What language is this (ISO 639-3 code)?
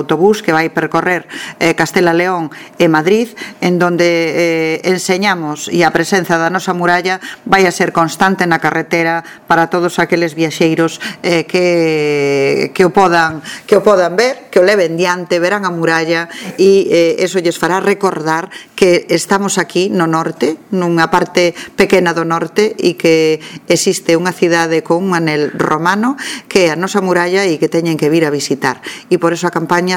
glg